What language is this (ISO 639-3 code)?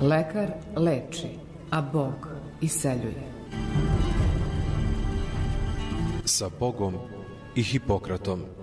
srp